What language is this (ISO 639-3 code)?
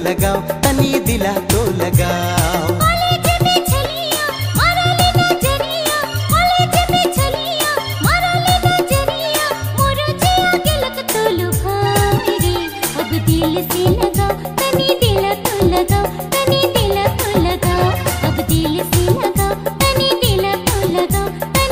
sck